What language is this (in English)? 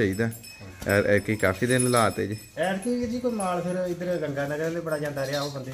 Punjabi